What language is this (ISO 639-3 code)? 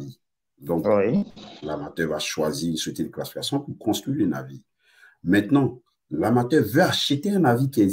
fra